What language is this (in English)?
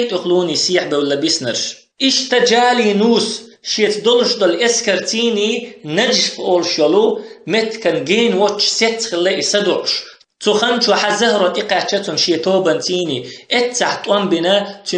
Chechen